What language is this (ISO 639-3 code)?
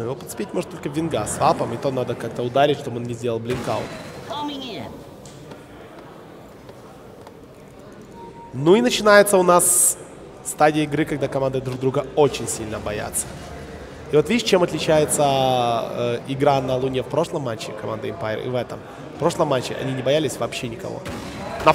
rus